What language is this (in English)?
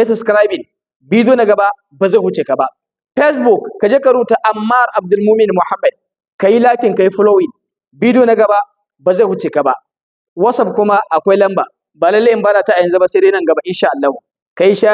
Hausa